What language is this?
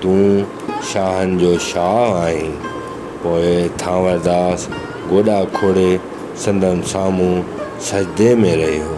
Sindhi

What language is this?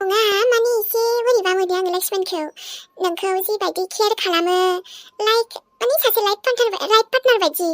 Bodo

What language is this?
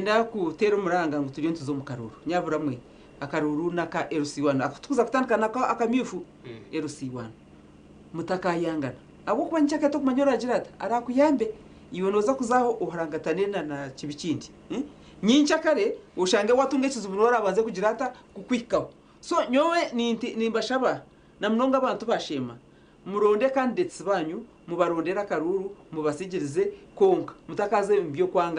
Nyankole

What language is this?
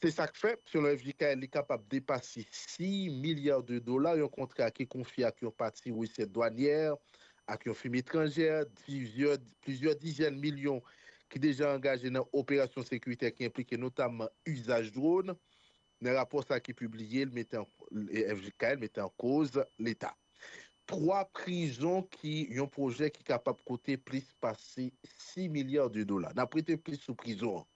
Haitian Creole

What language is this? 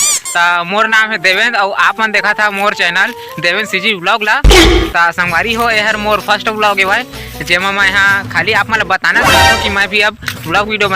Chhattisgarhi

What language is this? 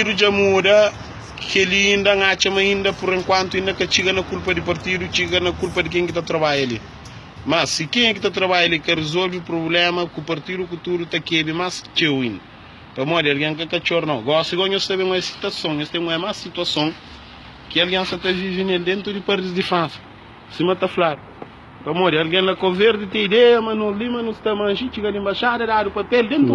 Kabuverdianu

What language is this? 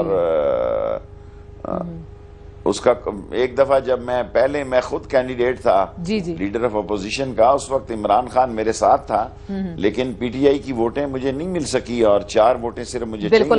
Urdu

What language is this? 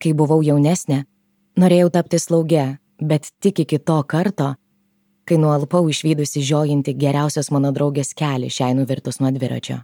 Lithuanian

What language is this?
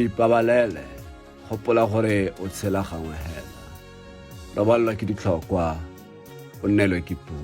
Tswana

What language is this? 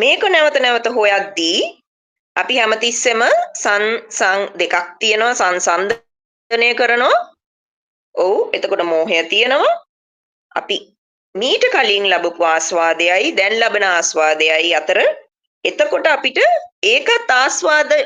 Sinhala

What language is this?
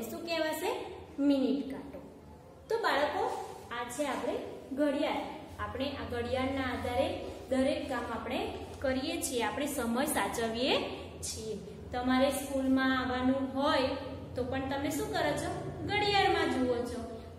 Gujarati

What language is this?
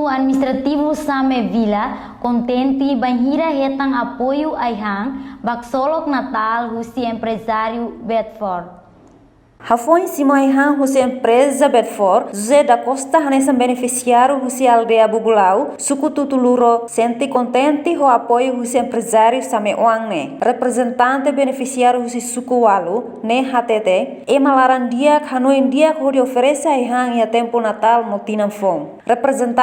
Tetum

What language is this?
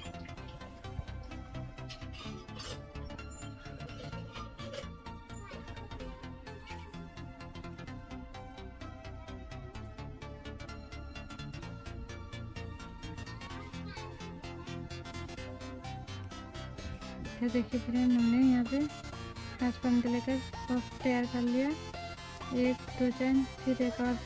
Hindi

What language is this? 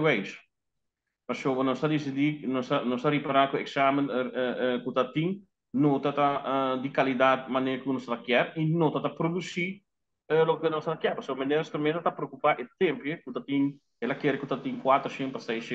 Papiamento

